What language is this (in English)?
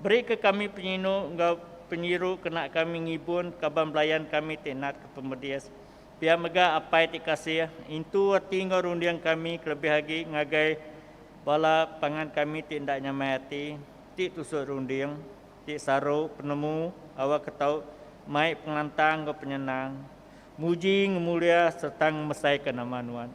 Iban